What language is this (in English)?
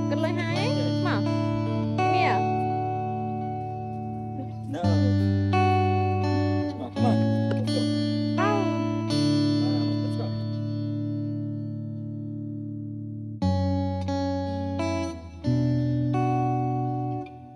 Vietnamese